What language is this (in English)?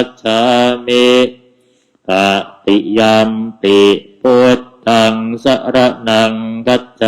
Pali